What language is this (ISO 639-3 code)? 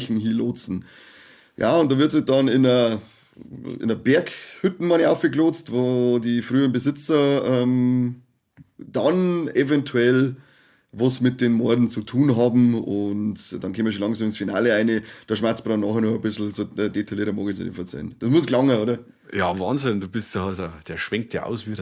bar